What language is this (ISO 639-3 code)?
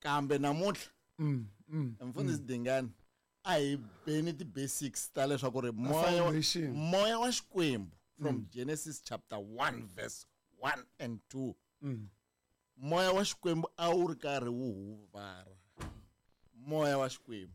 tso